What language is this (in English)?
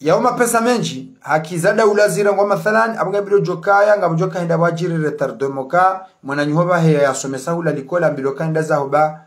Ngazidja Comorian